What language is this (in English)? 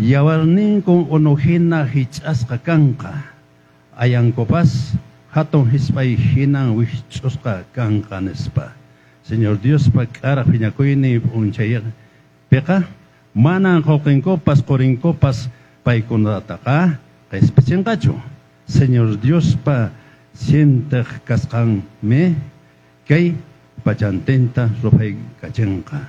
Quechua